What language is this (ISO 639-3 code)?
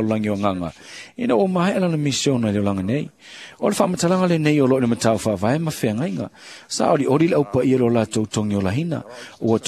smo